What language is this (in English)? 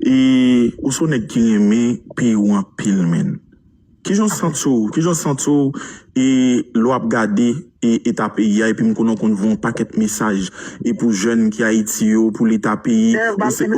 Haitian Creole